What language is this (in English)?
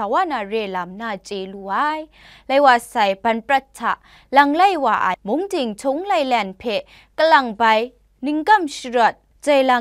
Kachin